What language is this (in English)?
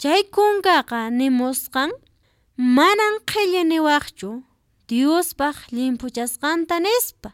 Quechua